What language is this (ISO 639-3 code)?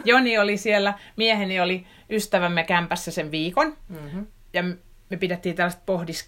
fin